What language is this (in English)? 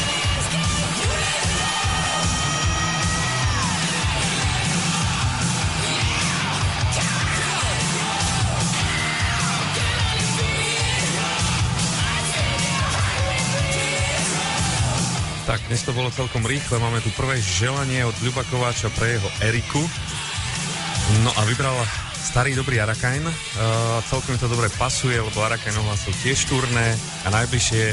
Slovak